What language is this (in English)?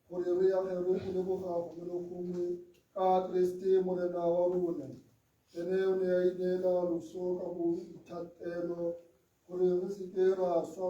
Tswana